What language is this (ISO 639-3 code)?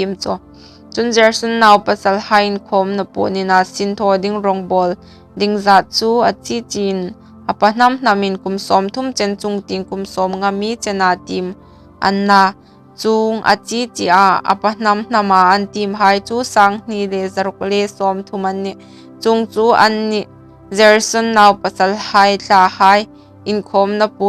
hmr